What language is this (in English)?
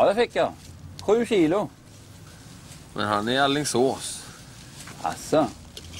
Swedish